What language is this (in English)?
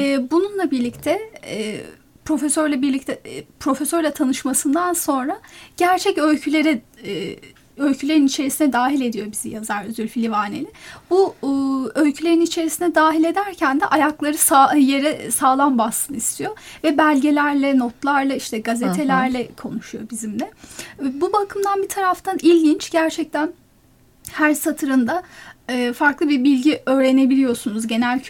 Turkish